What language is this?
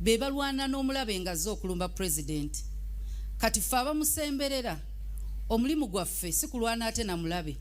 Ganda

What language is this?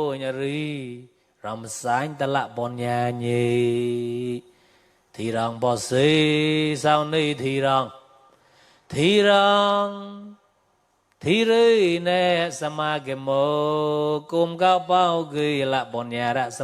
Mon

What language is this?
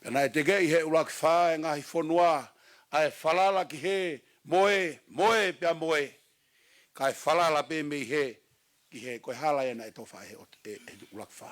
Tongan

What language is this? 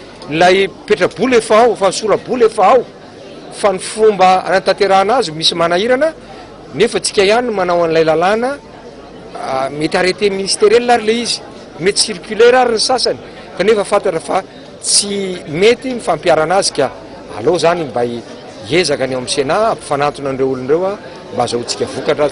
Malagasy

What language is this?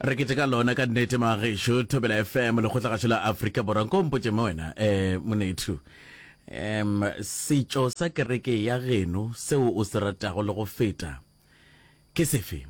Northern Sotho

